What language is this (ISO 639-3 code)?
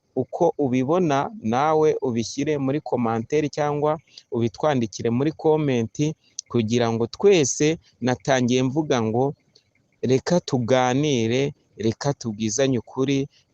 kin